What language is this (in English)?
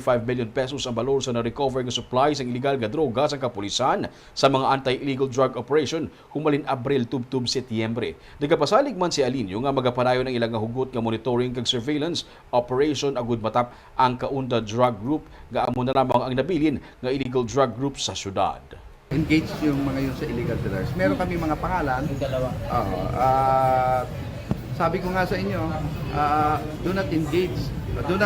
Hiligaynon